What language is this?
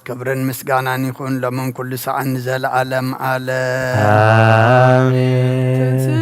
Tigrinya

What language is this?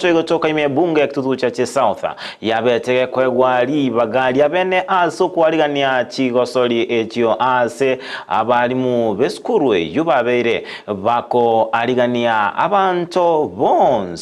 Gusii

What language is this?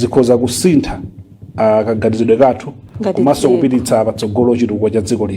Nyanja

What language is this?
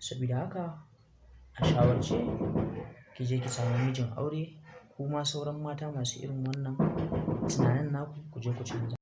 Hausa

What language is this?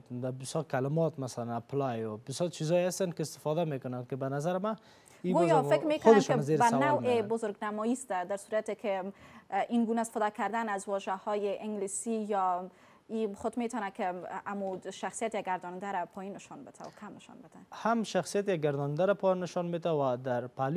Persian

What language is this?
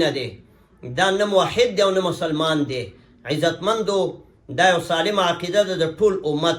Pashto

